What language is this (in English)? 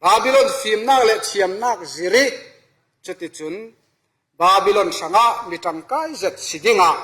Falam Chin